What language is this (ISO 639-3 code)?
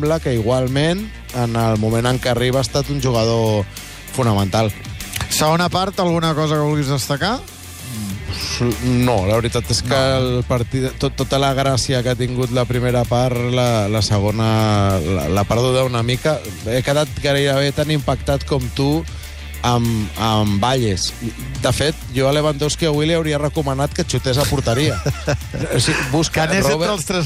cat